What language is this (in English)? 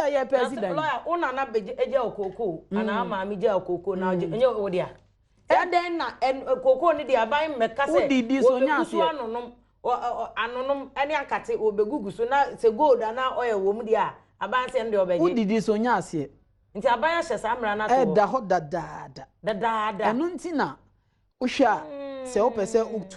Akan